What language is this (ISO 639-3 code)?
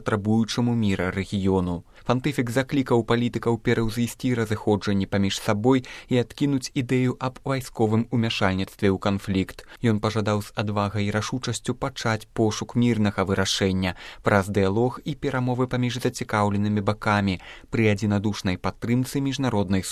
bel